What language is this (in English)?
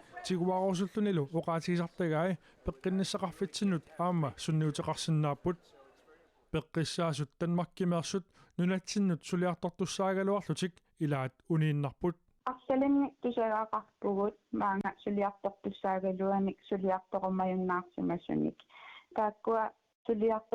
Kalaallisut